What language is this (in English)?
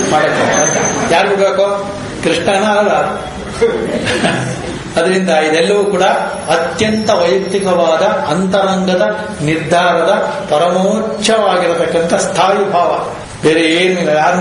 Kannada